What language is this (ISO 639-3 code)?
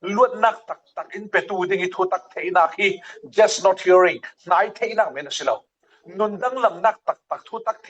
cfm